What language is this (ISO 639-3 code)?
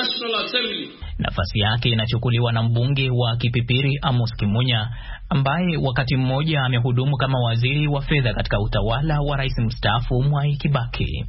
swa